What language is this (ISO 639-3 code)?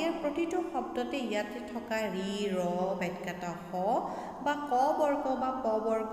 asm